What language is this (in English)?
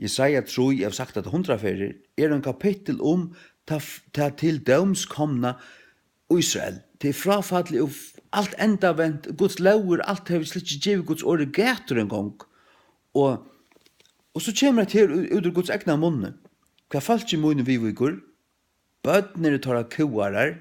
Faroese